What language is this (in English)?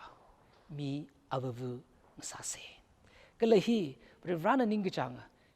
Tangkhul Naga (India)